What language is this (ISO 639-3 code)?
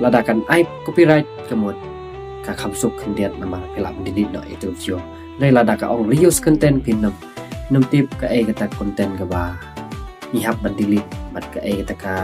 kha